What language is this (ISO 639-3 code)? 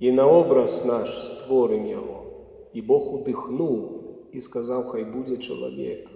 bel